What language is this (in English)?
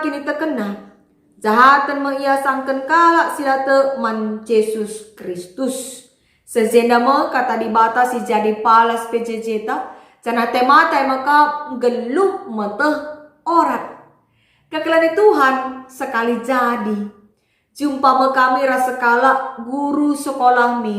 Batak Karo